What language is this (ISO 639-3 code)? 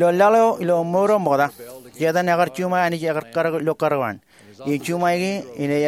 mah